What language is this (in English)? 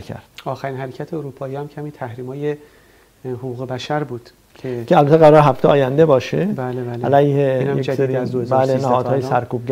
Persian